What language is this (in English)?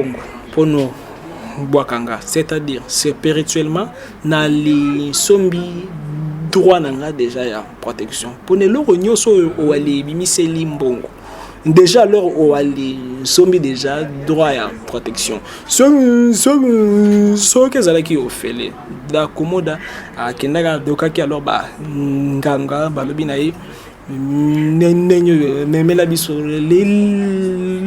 Lingala